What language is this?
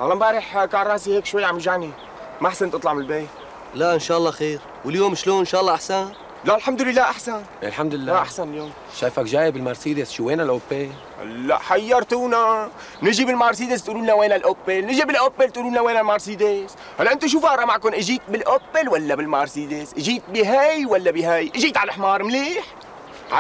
North Levantine Arabic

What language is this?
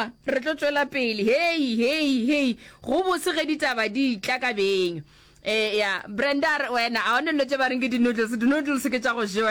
Northern Sotho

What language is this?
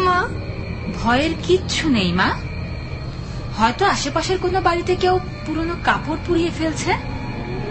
Bangla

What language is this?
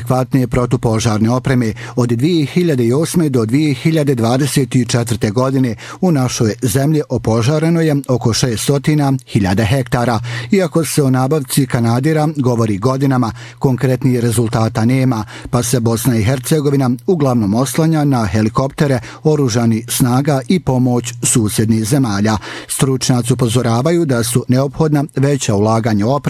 Bosnian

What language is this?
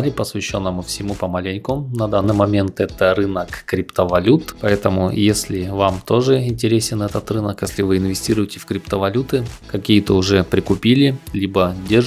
Russian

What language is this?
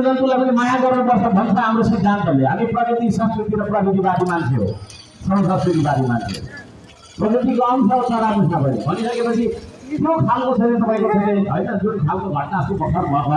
Nepali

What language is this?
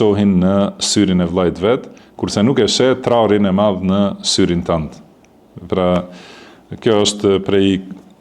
Albanian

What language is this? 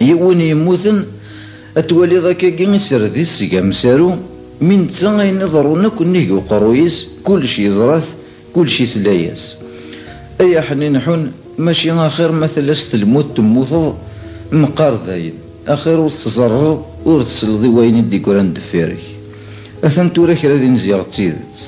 Kabyle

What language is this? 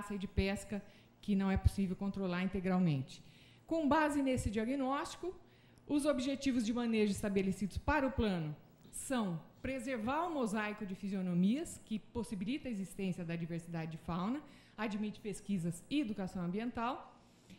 Portuguese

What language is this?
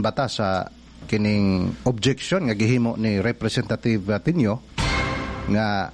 Cebuano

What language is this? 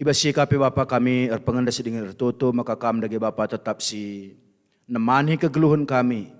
Batak Karo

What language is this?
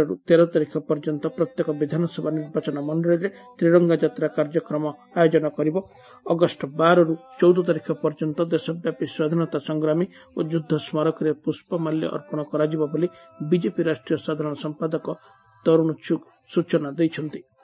Odia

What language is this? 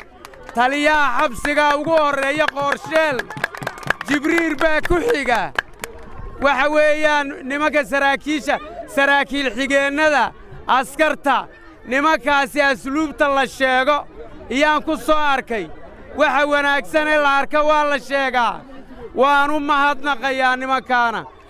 Somali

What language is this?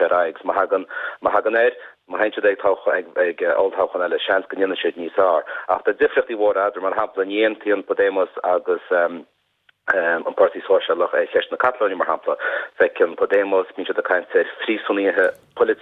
Irish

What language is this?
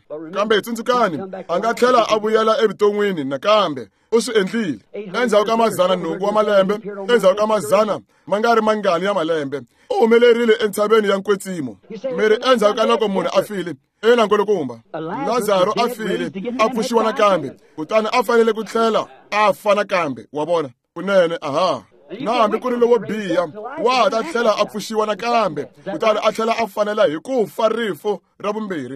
Tsonga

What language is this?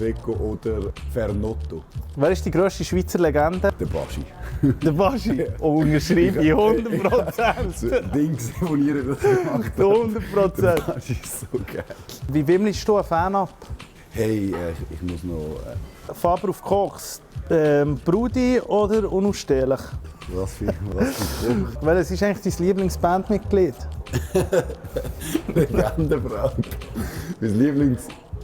Swiss German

